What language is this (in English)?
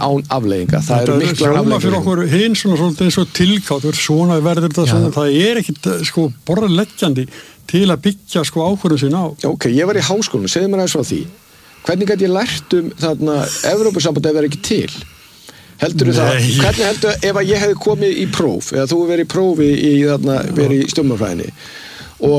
Icelandic